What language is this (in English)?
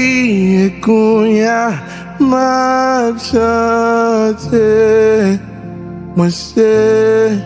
Haitian Creole